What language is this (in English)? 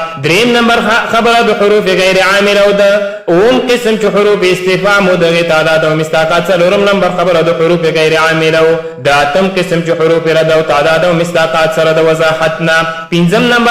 Pashto